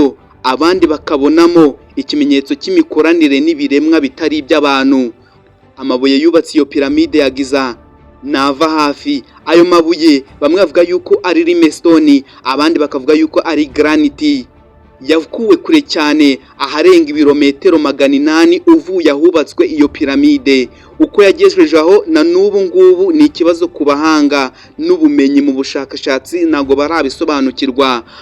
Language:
Kinyarwanda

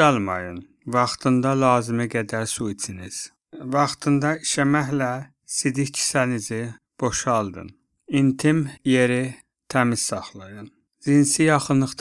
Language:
Azerbaijani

